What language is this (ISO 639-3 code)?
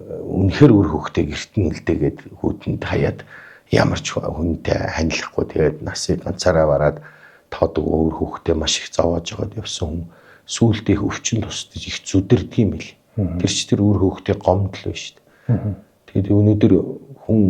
mon